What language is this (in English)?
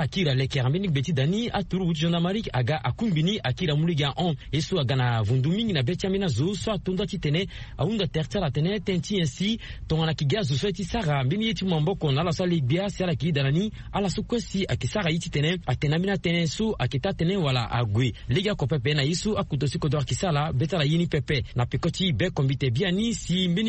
Sango